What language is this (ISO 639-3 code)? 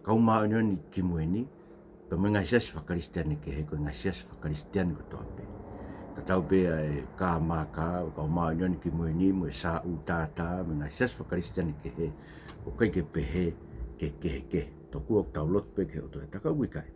ton